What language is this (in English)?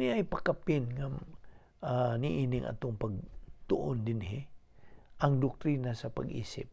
Cebuano